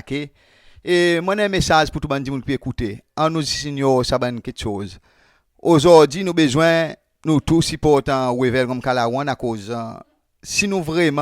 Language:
Seselwa Creole French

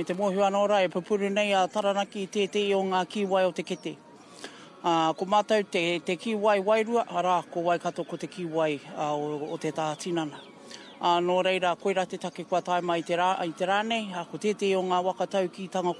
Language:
Māori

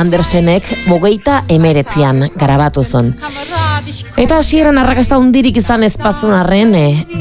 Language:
Basque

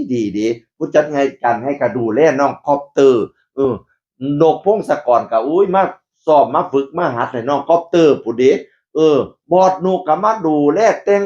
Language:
Northeastern Thai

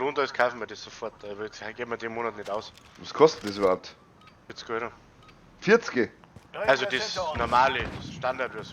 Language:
Bavarian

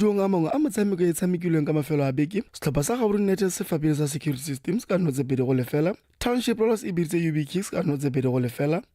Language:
Tswana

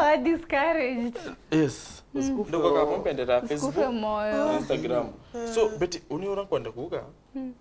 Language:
Meru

